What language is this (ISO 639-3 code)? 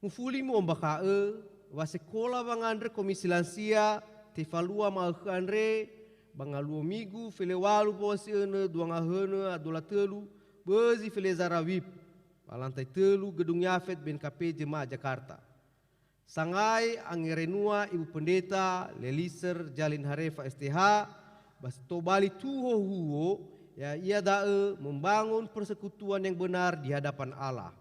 nia